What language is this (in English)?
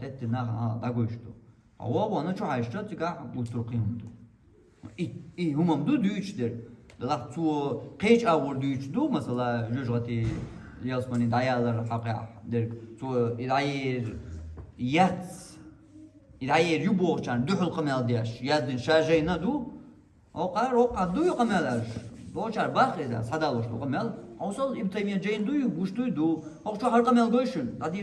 Chechen